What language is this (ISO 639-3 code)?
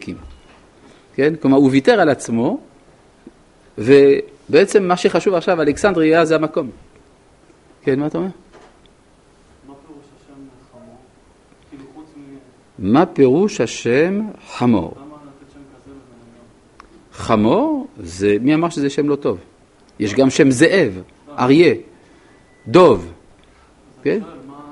heb